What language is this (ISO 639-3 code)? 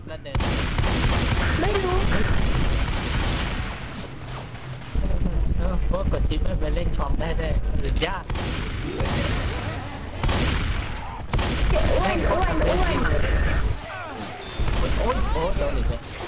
tha